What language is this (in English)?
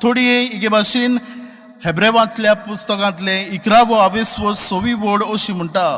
Konkani